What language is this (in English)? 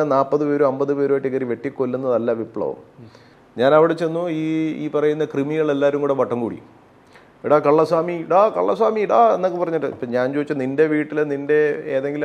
Malayalam